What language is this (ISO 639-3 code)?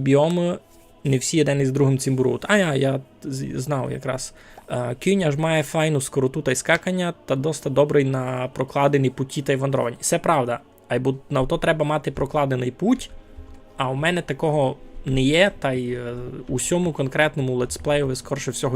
rue